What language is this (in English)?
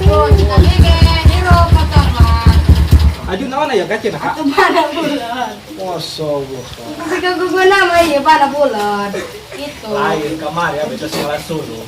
Sundanese